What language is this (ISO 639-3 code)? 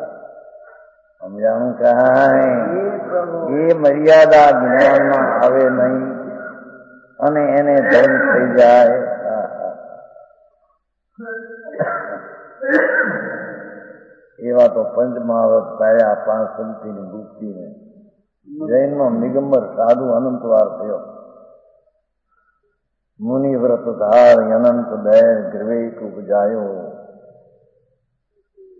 guj